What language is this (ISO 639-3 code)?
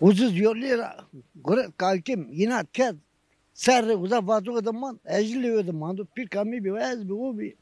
zza